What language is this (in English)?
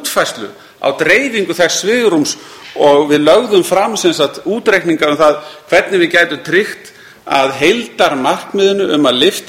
Icelandic